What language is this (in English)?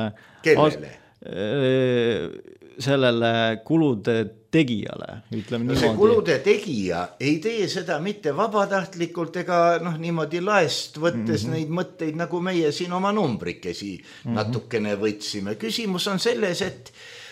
Estonian